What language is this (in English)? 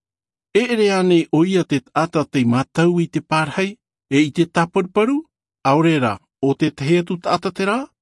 Tahitian